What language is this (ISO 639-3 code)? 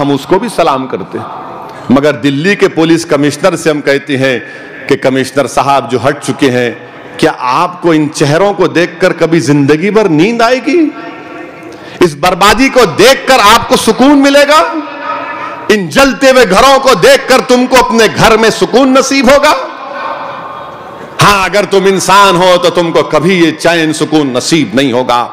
hin